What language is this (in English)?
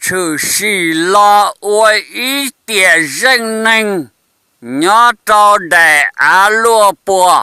Hmong